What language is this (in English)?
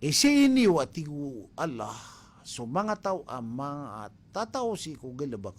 Maranao